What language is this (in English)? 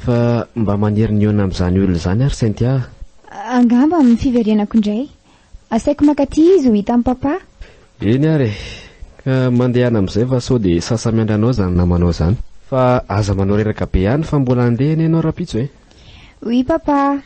Malagasy